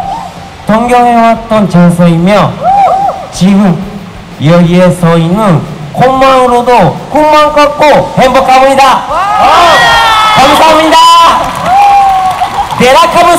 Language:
Korean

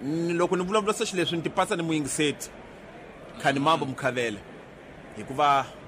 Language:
Tsonga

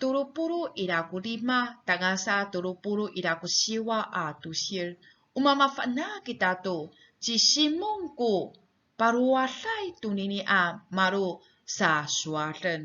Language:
Amis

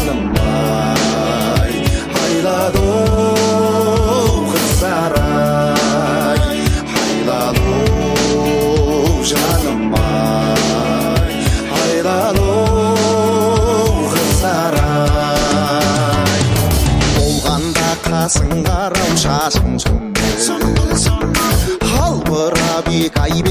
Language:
Kazakh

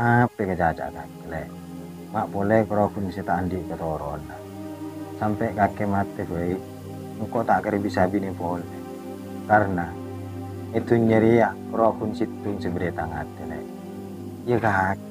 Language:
Madurese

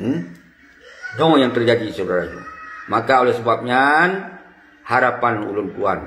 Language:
Achinese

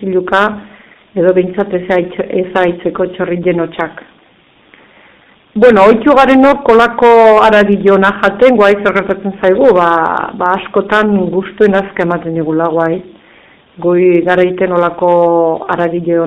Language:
Basque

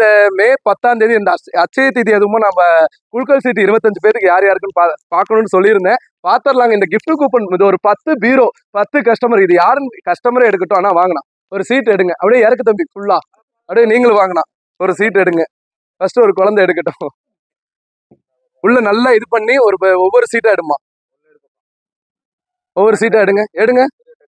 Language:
Tamil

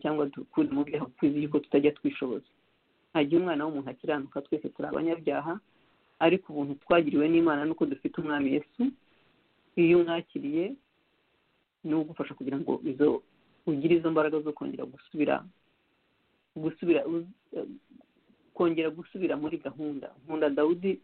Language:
Kinyarwanda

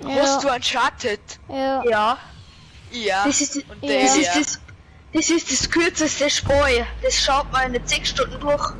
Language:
Bavarian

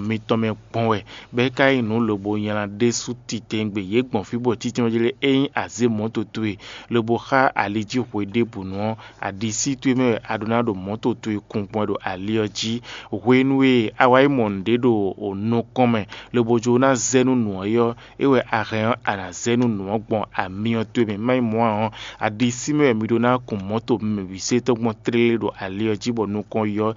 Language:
Fon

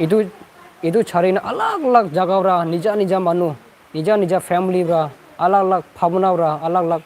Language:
Naga Pidgin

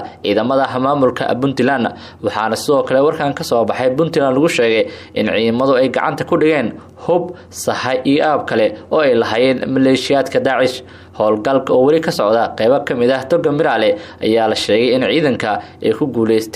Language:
Somali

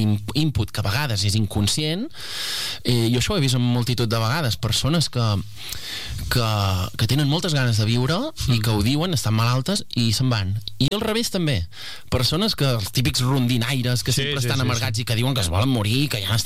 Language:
Catalan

